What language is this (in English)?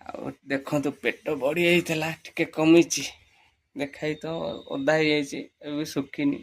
Odia